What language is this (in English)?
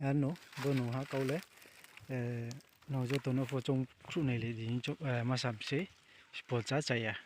Riang (India)